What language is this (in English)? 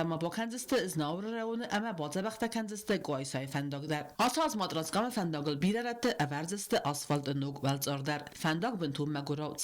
Ossetic